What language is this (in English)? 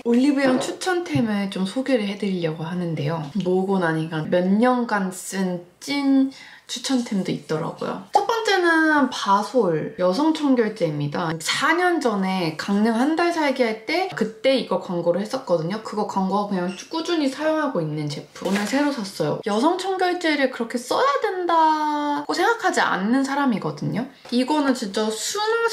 Korean